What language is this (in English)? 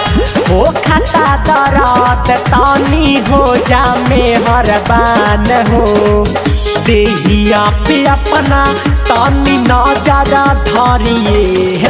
Bhojpuri